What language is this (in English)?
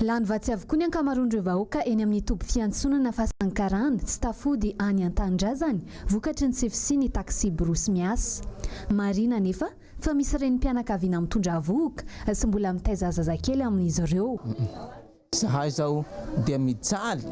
Malagasy